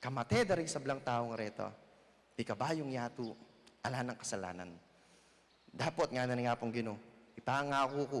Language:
Pampanga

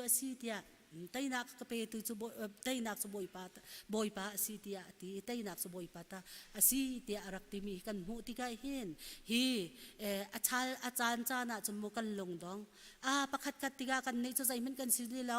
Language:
Hakha Chin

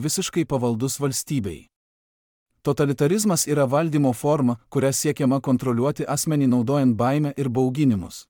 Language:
Lithuanian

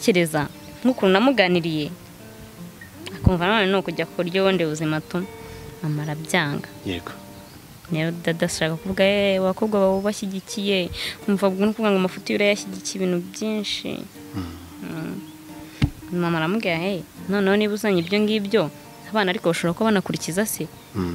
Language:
Kinyarwanda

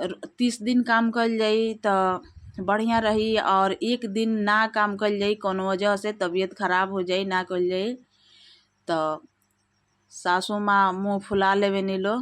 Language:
Bhojpuri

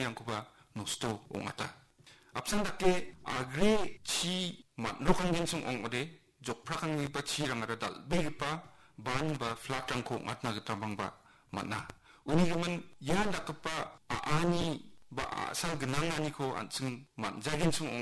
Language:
Garo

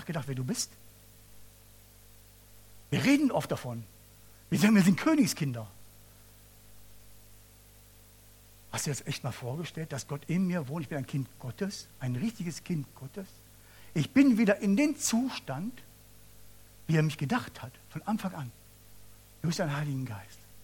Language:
German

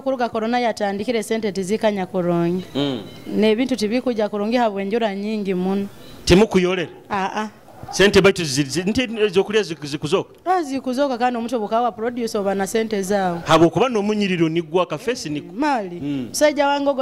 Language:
Nyoro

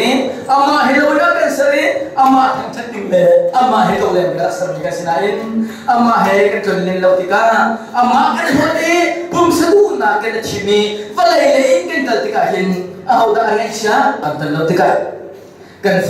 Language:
Hakha Chin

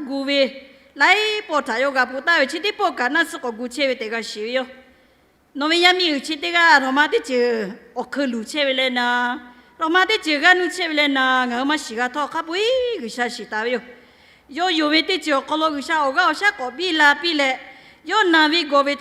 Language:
Lahu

